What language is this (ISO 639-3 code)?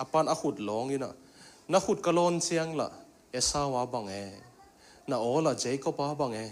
ctd